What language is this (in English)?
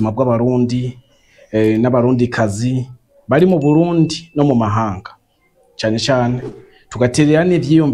Rundi